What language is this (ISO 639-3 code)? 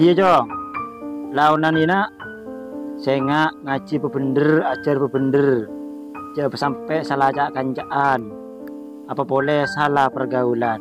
mad